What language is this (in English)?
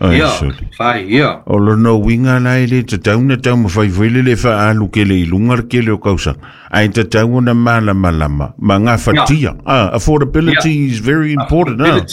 Samoan